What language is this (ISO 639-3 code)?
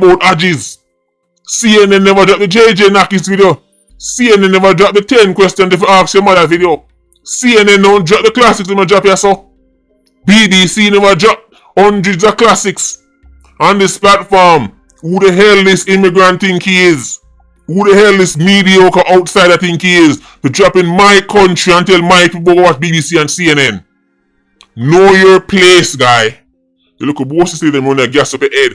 jam